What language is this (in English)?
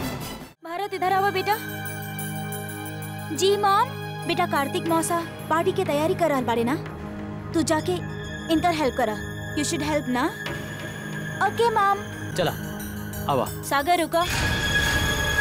Bhojpuri